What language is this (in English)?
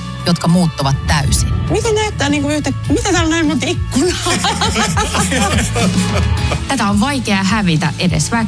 Finnish